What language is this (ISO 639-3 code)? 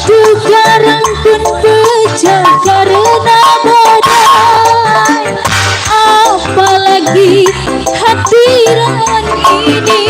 bew